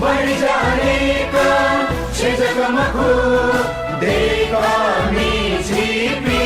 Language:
Newari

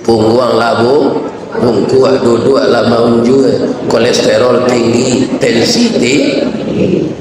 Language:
Minangkabau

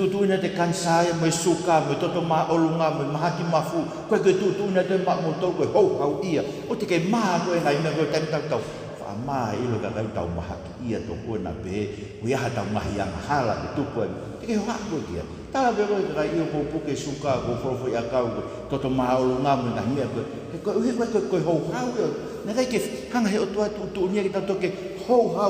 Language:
Tongan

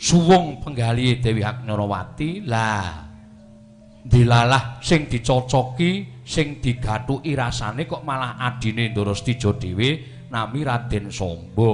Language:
Javanese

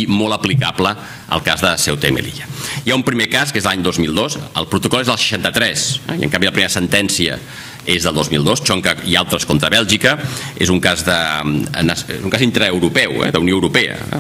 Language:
Catalan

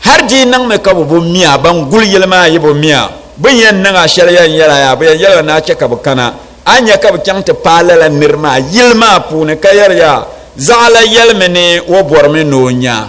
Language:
Dagbani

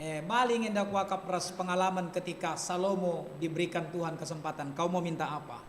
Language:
Batak Karo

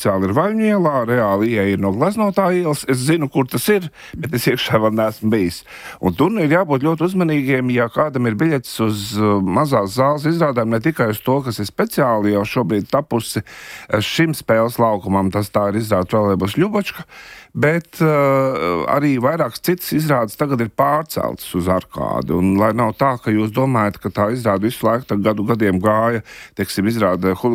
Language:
Latvian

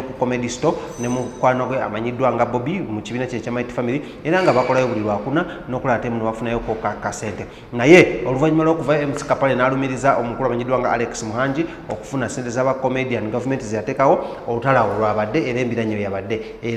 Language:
Ganda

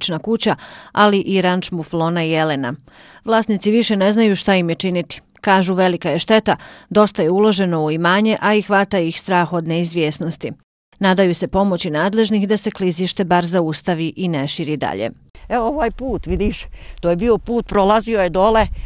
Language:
Bosnian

